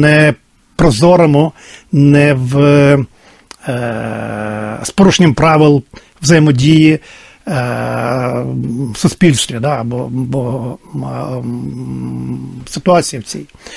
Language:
Ukrainian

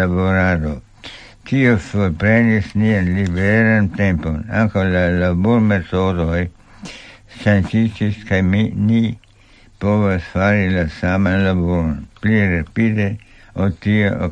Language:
Esperanto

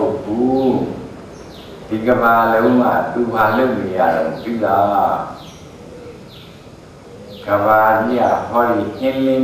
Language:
Burmese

